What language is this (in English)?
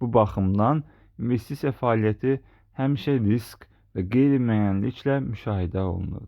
Azerbaijani